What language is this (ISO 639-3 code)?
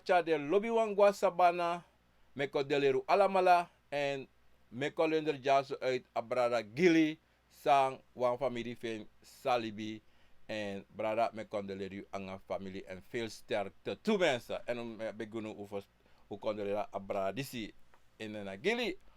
srn